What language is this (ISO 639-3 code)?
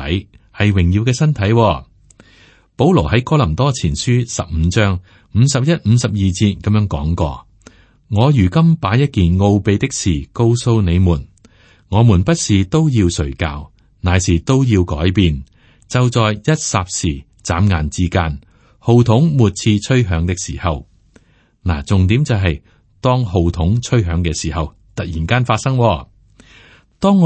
yue